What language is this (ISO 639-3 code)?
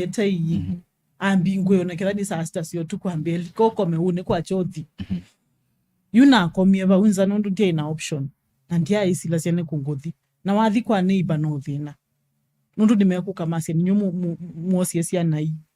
kam